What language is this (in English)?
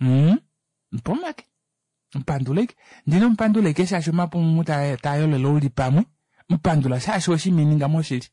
Kuanyama